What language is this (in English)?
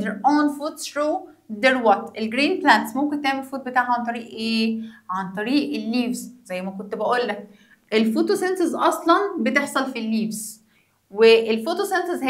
Egyptian Arabic